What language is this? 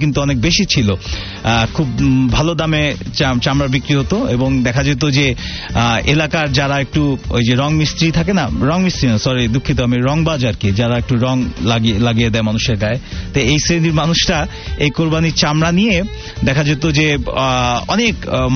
Bangla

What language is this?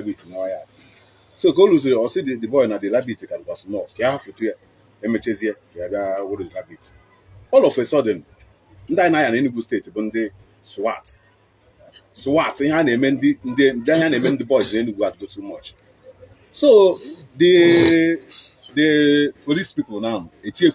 Igbo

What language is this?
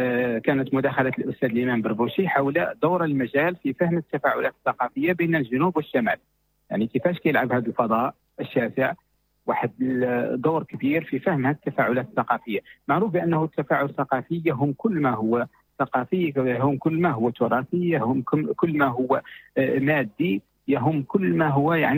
Moroccan Arabic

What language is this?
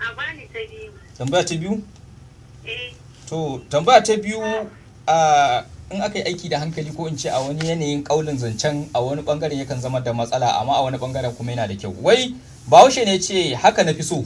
Hausa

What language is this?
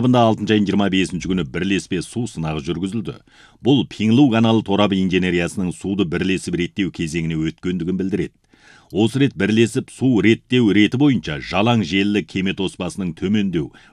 Kazakh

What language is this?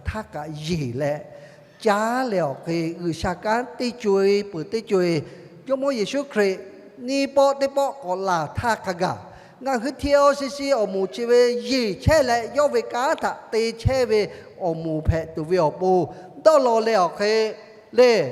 Lahu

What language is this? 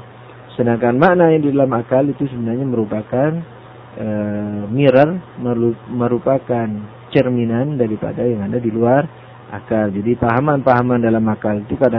Indonesian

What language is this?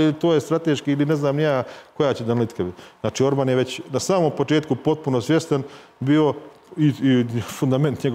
Serbian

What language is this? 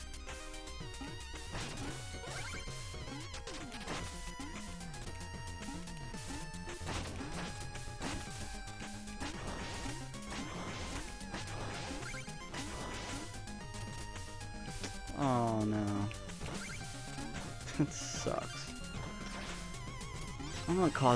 English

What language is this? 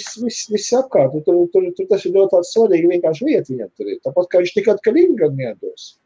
Latvian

